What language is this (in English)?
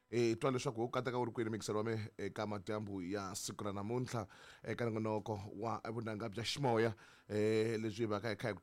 Tsonga